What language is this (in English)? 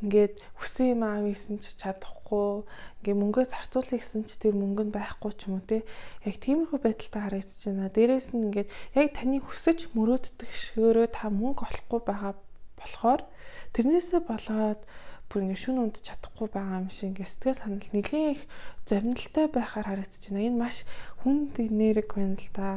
Mongolian